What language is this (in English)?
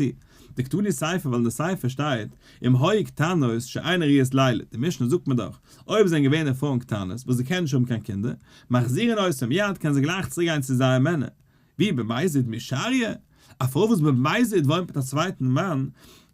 Yiddish